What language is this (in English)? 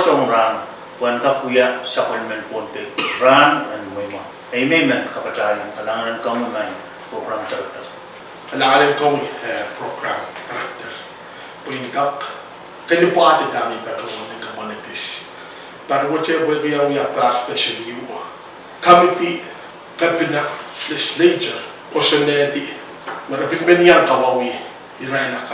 Pohnpeian